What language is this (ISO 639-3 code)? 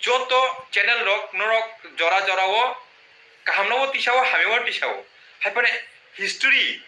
trp